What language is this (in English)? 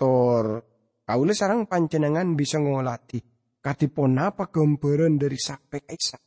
Madurese